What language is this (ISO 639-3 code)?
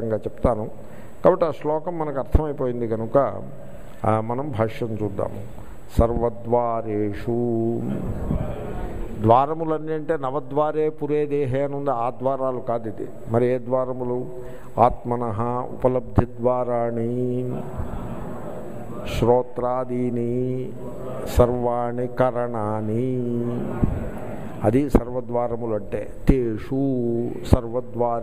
tel